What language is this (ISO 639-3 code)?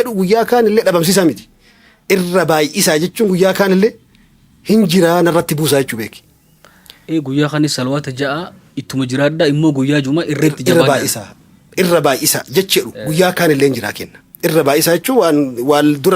orm